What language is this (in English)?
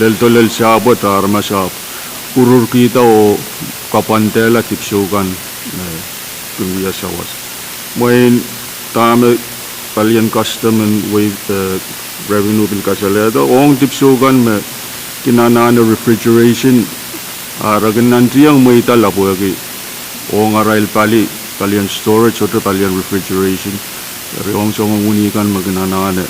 Pohnpeian